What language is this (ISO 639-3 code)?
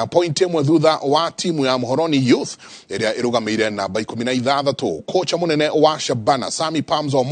kik